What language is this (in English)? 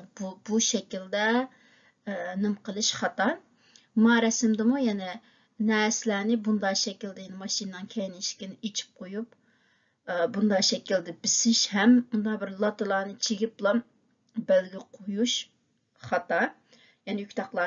Uyghur